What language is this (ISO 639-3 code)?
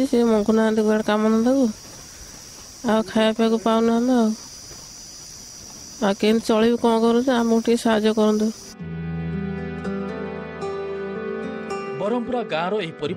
ori